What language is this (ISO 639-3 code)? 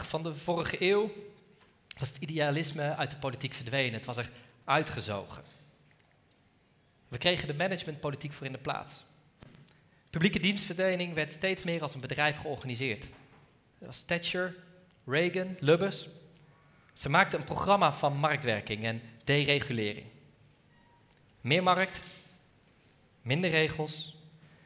nld